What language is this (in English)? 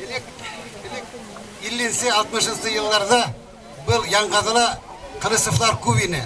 Bashkir